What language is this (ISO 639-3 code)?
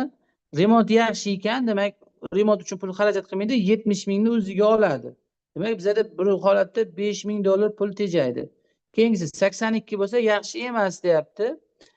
uzb